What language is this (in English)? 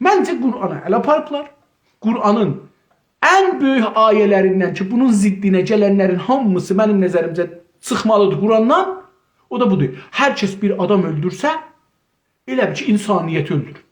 South Azerbaijani